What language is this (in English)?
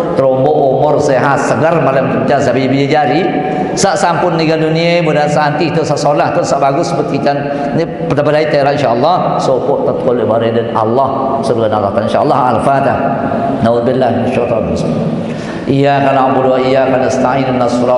Sasak